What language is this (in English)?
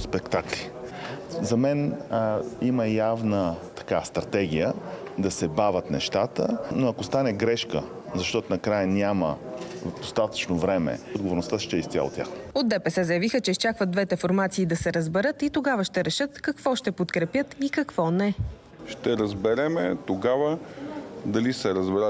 Bulgarian